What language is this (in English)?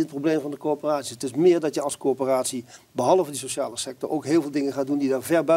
Dutch